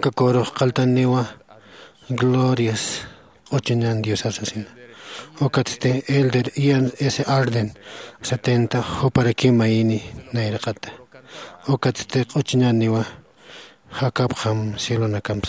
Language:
Aymara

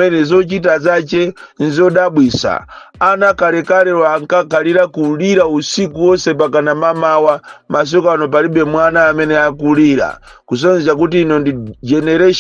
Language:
Nyanja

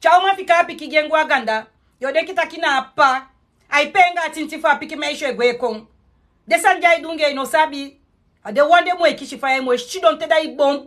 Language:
Sranan Tongo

